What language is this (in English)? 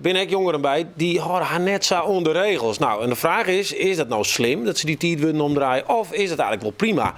Western Frisian